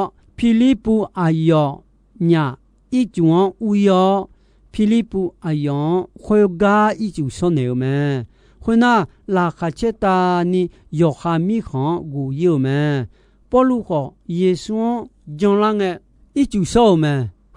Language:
Akha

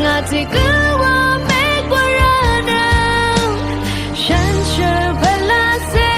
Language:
Rawang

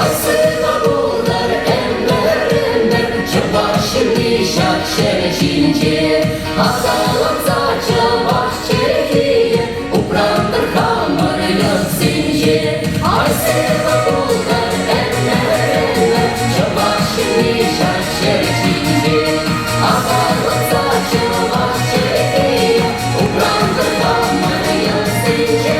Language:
Chuvash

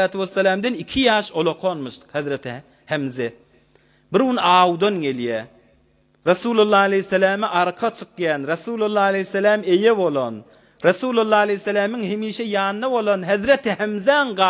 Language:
Turkmen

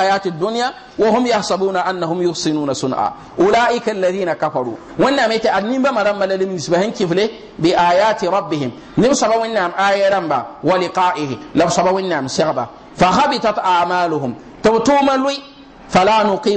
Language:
Mossi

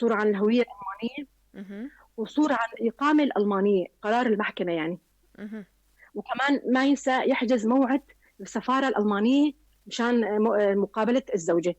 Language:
North Levantine Arabic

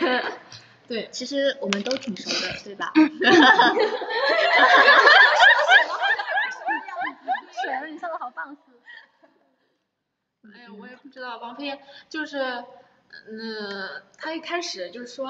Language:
Chinese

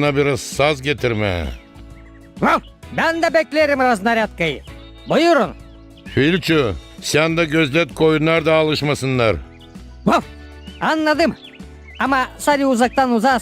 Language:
Gagauz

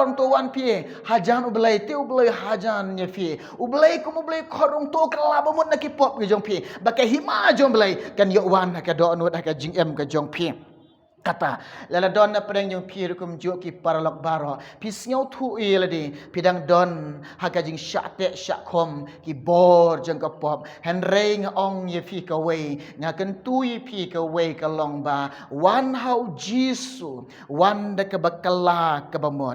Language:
Khasi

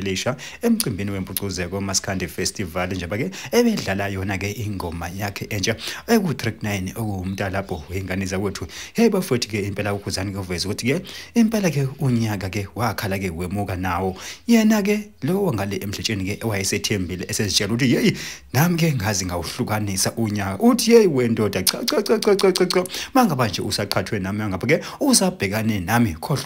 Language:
Zulu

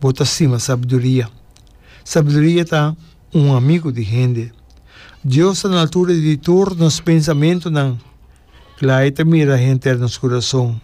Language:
Papiamento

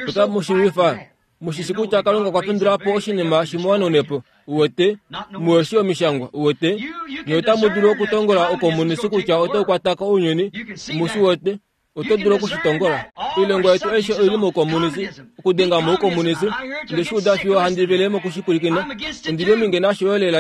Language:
Kuanyama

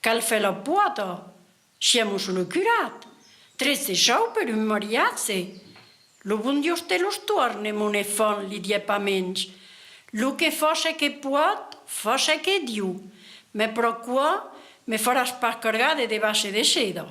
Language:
Occitan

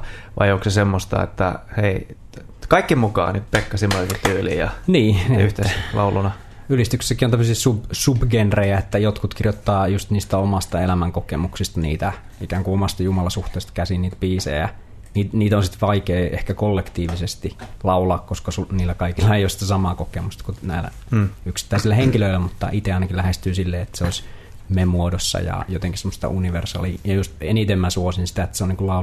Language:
Finnish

